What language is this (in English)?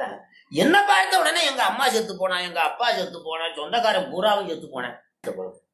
Tamil